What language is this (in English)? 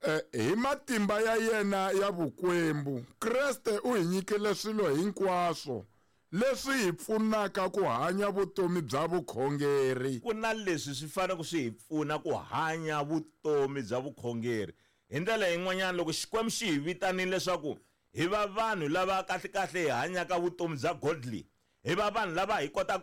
Tsonga